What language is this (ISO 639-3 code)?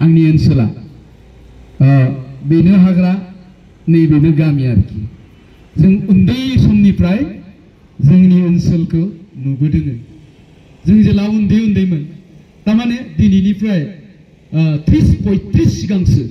brx